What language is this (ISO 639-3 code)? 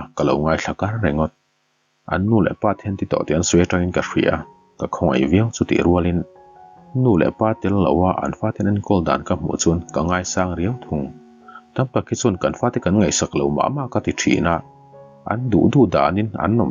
lus